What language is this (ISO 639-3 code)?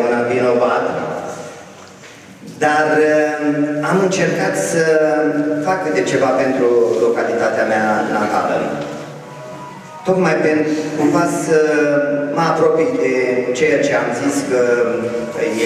ron